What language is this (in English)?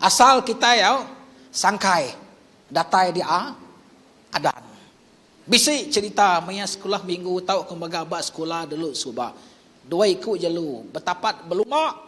Iban